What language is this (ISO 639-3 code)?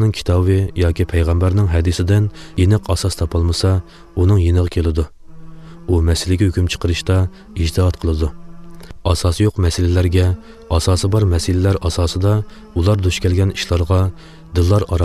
uig